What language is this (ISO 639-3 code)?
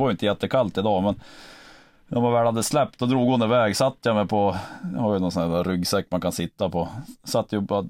swe